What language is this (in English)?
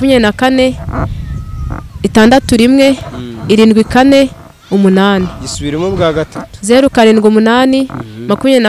Kinyarwanda